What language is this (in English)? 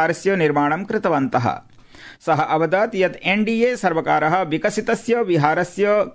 Sanskrit